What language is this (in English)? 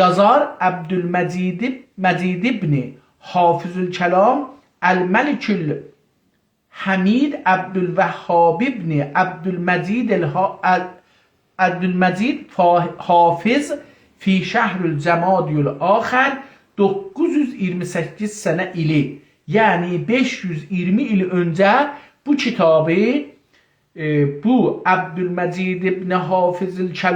South Azerbaijani